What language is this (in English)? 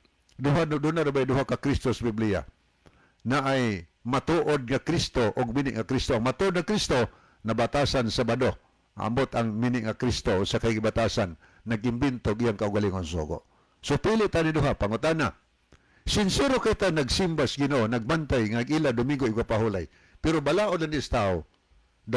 Cebuano